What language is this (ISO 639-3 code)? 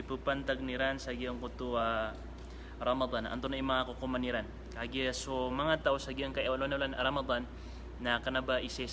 mrw